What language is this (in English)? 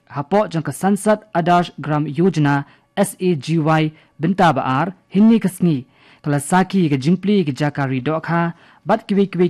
Khasi